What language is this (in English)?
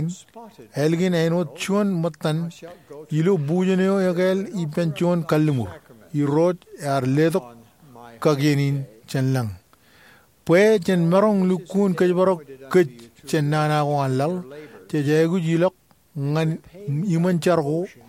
Marshallese